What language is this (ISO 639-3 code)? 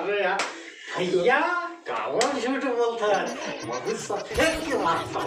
hne